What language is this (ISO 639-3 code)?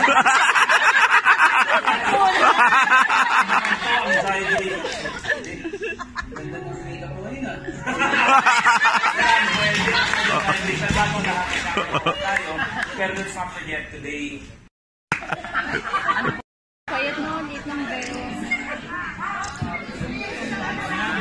fil